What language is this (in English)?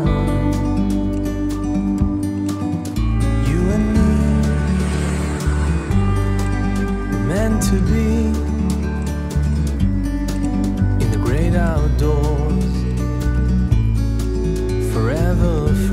Malay